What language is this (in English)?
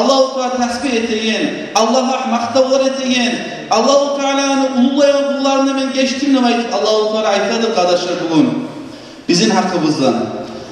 Kumyk